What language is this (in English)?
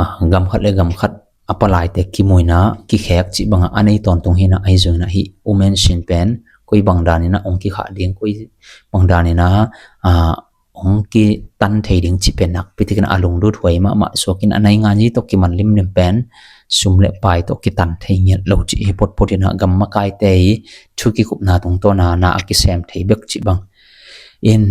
Tedim Chin